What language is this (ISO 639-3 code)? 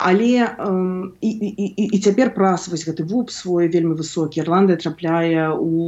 bel